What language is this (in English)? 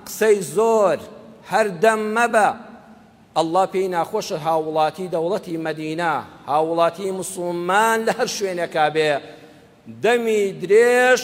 Central Kurdish